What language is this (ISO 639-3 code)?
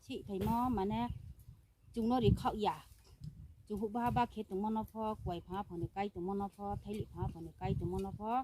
ria